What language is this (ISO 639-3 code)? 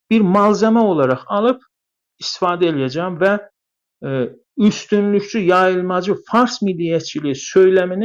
azb